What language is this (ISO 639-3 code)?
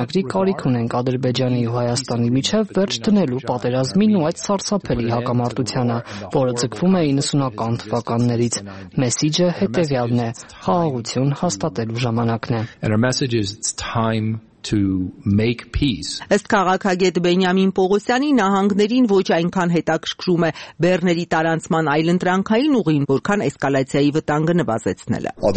hye